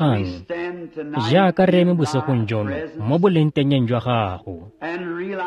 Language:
Tswana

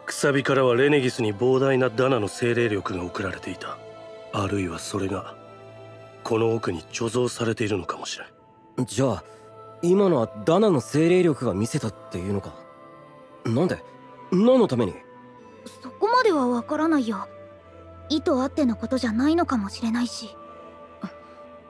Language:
Japanese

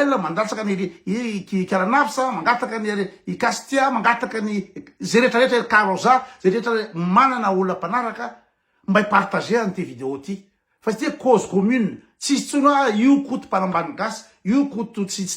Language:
Malagasy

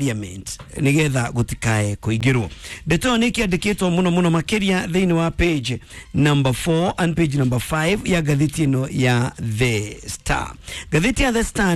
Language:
Kikuyu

